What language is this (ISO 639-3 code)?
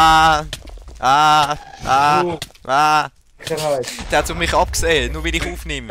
gsw